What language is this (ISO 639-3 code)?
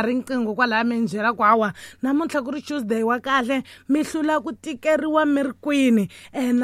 tso